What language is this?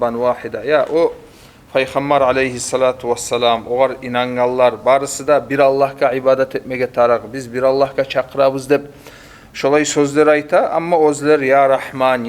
Kumyk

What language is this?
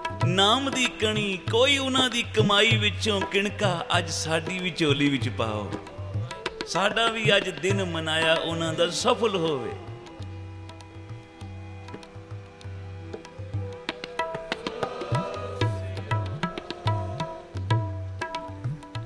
Punjabi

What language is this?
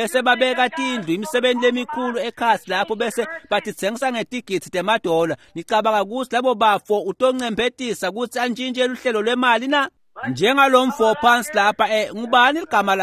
Swati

